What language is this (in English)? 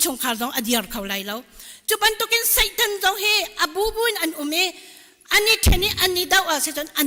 Hakha Chin